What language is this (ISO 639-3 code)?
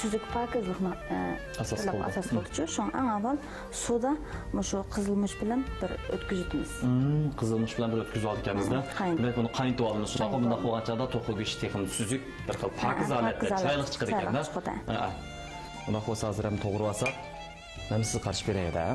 uig